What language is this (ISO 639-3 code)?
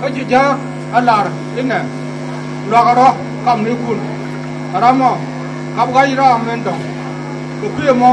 nus